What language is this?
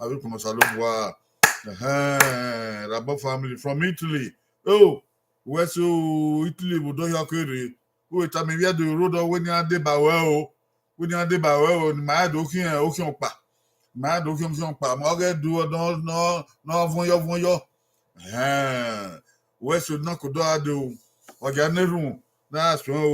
Bini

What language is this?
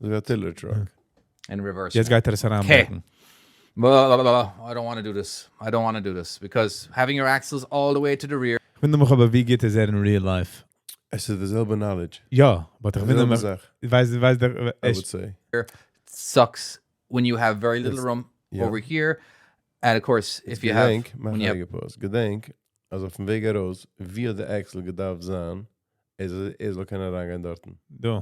Yiddish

